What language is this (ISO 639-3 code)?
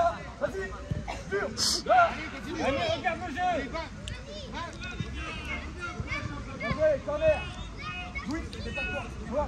fra